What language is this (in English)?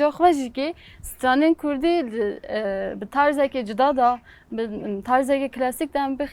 Kurdish